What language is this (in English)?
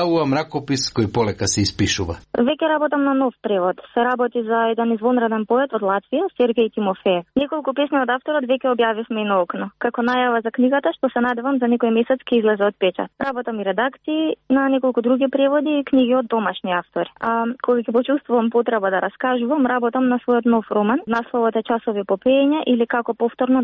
Macedonian